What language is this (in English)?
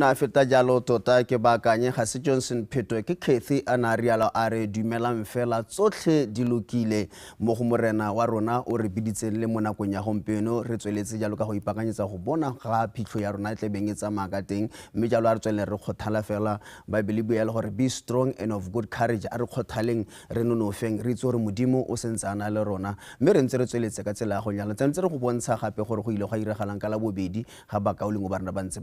Tswana